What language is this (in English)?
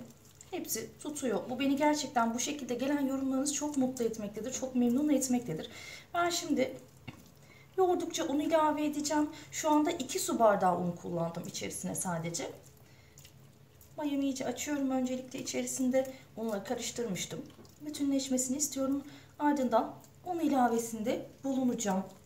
Turkish